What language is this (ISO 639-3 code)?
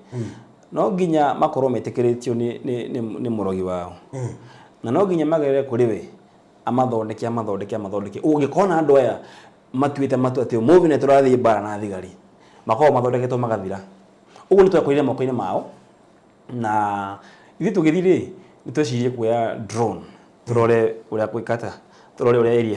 kik